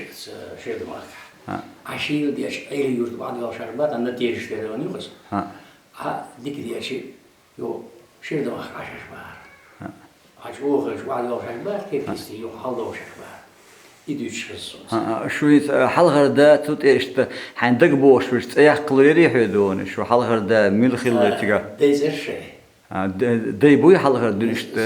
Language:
Chechen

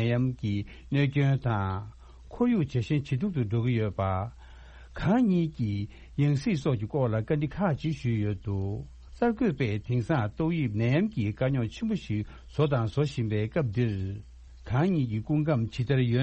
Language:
Tibetan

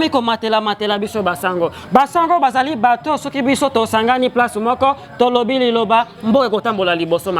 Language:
Lingala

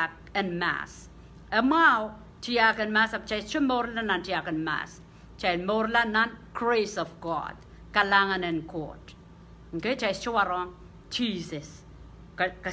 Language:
Pohnpeian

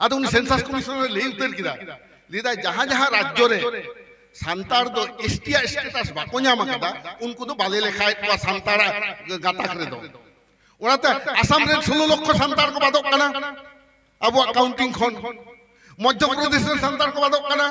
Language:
Santali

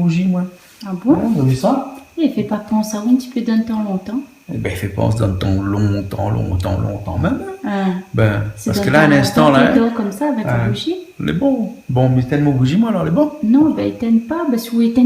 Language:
Réunion Creole French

